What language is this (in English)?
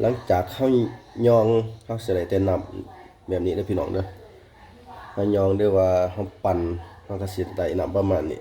Lao